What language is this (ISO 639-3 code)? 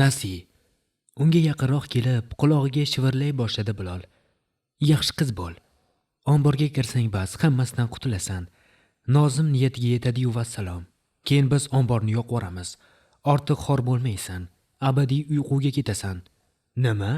uzb